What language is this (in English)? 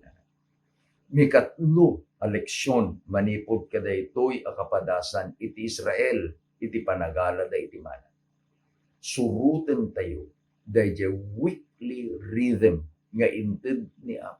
Iloko